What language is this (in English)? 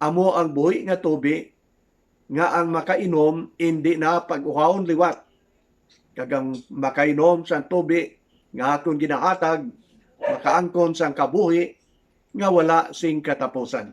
Hiligaynon